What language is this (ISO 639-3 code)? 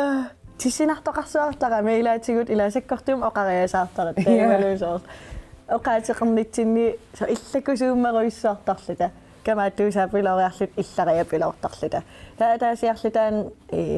kal